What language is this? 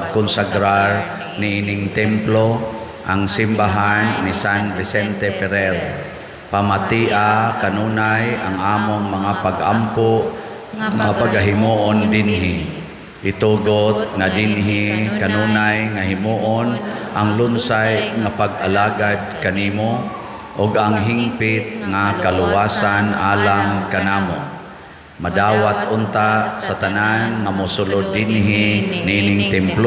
Cebuano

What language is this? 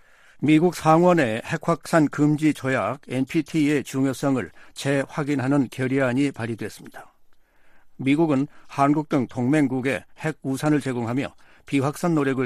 Korean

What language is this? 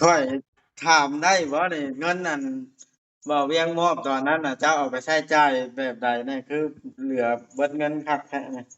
Northeastern Thai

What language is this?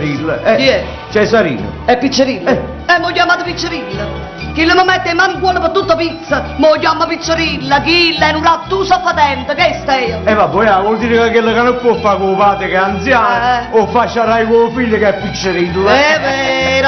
Neapolitan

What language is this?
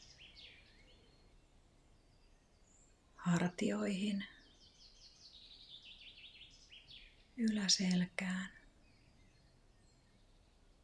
Finnish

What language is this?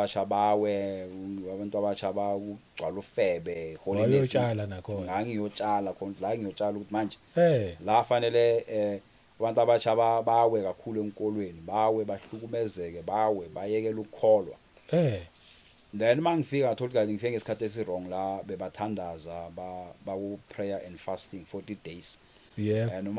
Zulu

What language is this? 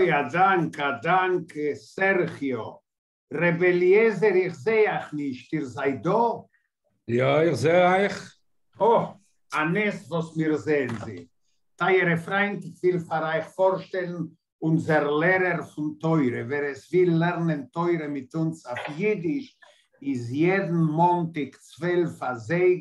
Yiddish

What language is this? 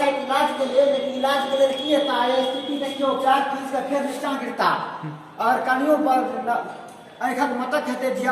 Maithili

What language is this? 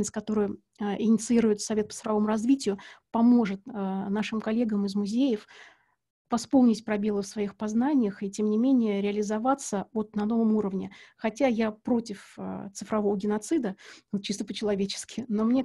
Russian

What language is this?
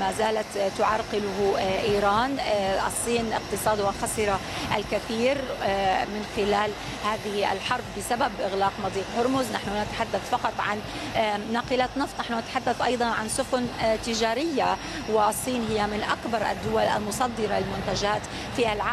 Arabic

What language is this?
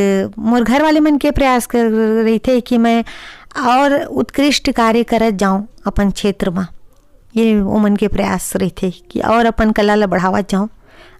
Chhattisgarhi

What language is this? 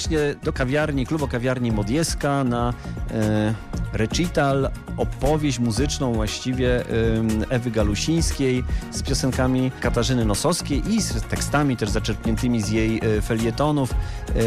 Polish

